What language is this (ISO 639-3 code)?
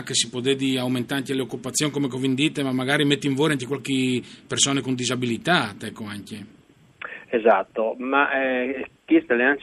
fur